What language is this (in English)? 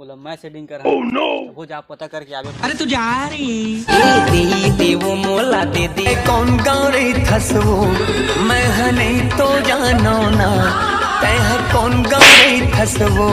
Chhattisgarhi